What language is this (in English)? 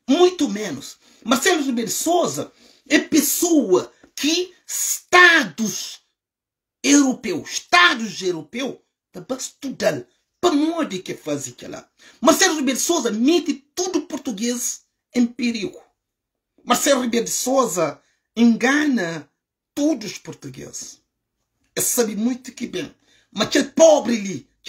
Kabuverdianu